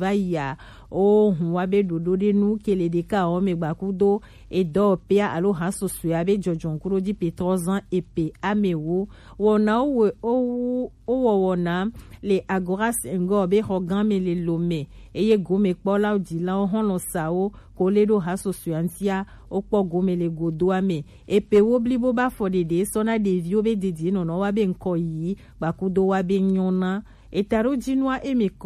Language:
Gen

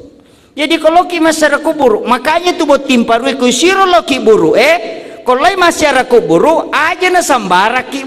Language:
Buginese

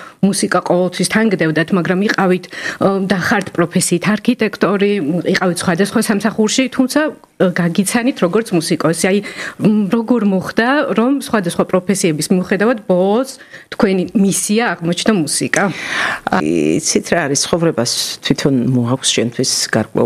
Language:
Georgian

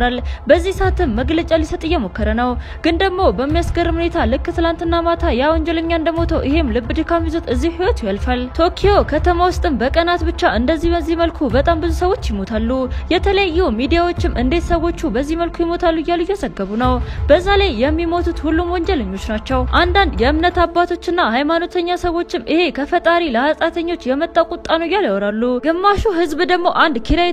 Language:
Amharic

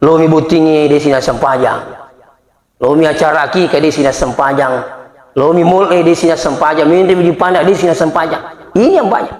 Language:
Buginese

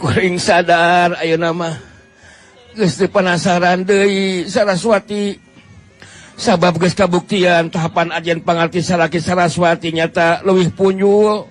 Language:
Sundanese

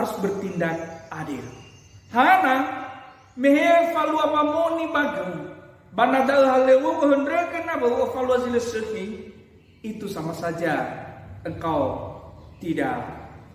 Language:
Nias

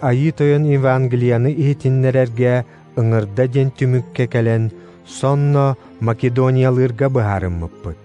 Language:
Yakut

